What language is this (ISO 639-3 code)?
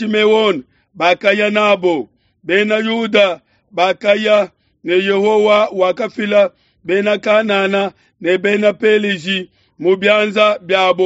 lua